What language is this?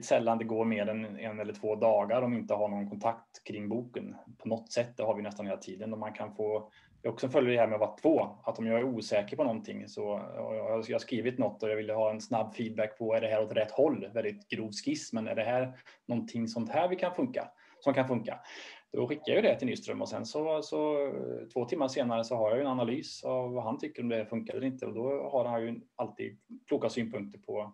Swedish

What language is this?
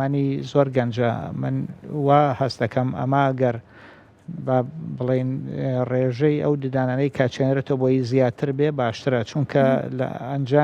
Central Kurdish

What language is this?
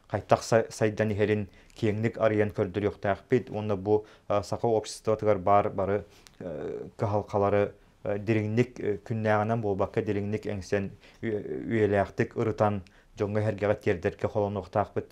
Yakut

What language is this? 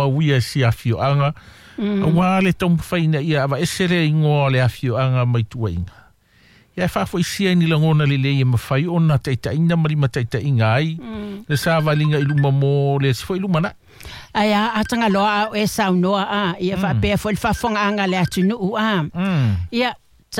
Samoan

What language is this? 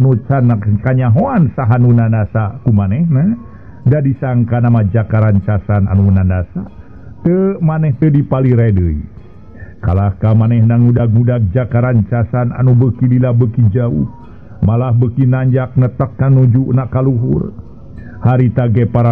Sundanese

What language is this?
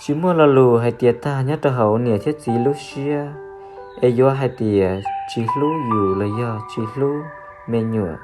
Hmong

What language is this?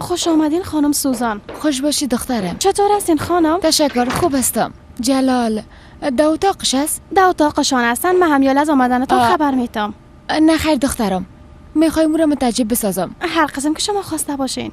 Persian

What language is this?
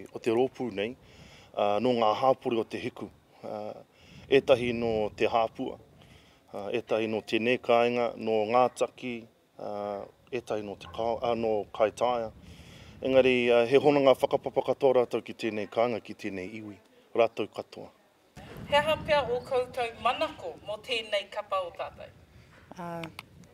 Māori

